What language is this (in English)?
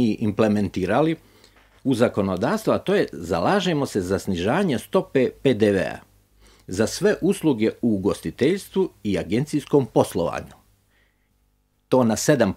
Croatian